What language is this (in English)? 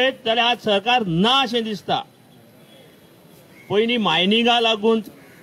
Konkani